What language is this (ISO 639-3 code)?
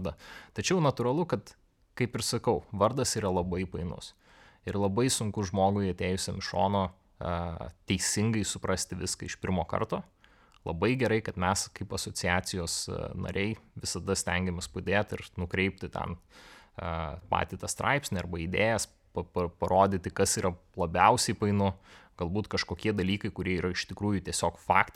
lit